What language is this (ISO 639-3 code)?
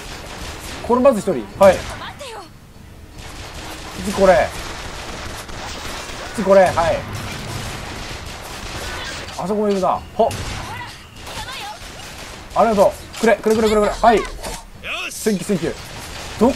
jpn